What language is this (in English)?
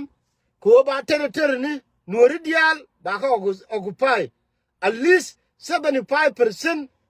Nuer